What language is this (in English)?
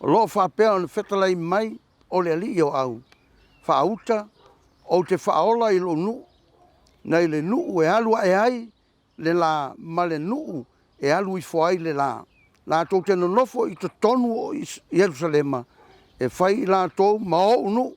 Samoan